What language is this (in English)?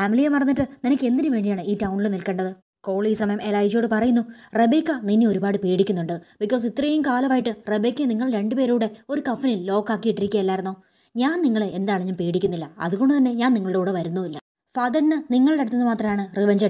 Malayalam